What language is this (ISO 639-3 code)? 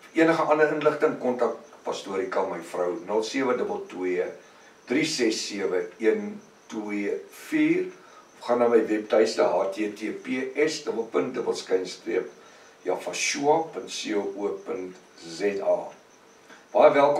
afr